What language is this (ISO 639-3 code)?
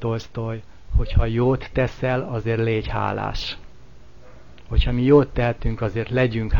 hun